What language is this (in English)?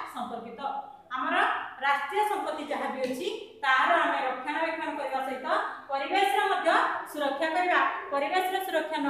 Odia